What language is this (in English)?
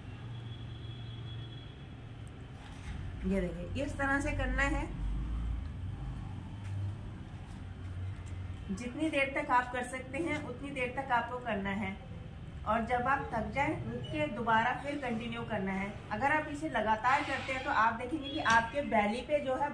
Hindi